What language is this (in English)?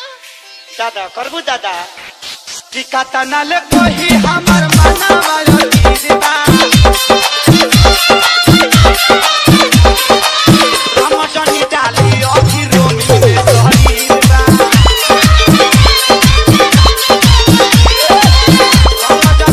Bhojpuri